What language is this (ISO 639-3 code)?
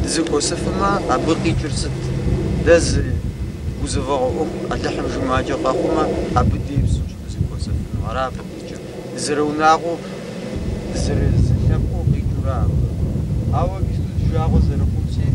kbd